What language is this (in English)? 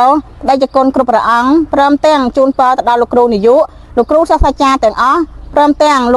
Khmer